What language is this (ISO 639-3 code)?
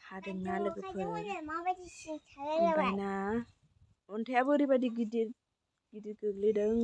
brx